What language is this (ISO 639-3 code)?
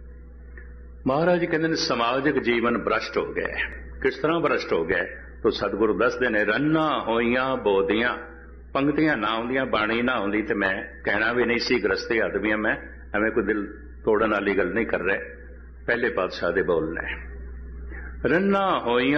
pan